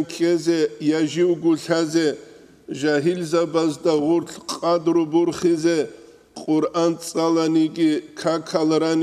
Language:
Avaric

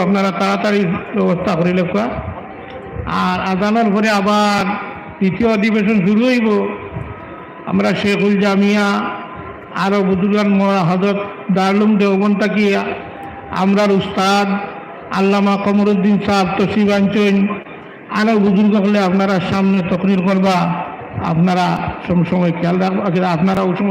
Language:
Sylheti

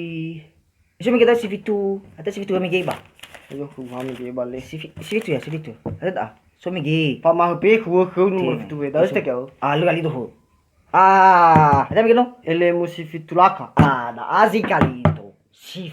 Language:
Nias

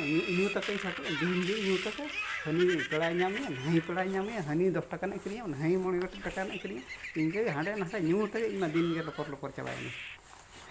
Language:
Santali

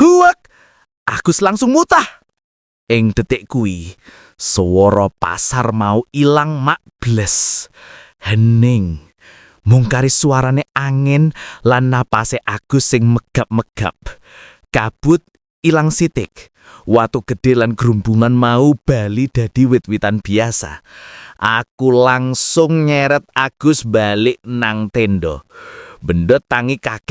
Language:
Javanese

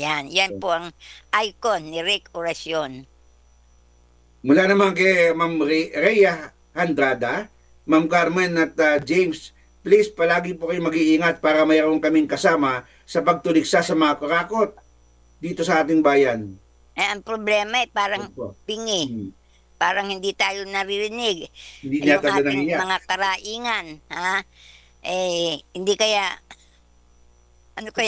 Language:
Filipino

